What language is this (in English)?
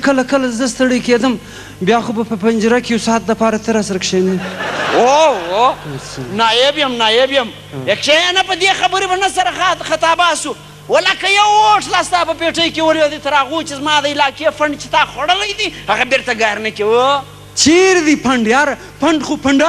Pashto